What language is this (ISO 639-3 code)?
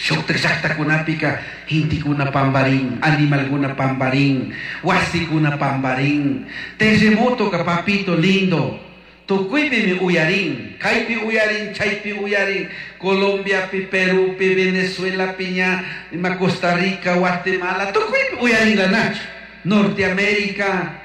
qug